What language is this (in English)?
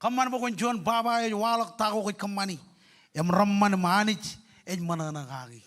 Marshallese